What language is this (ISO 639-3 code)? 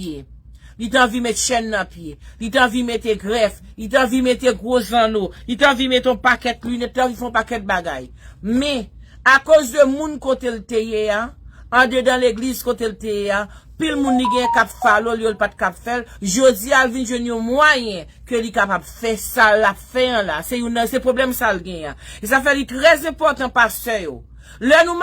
hat